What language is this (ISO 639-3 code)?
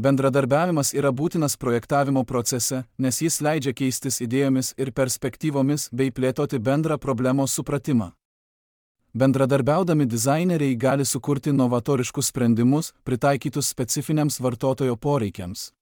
lit